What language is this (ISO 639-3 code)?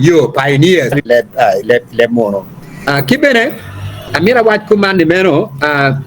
ach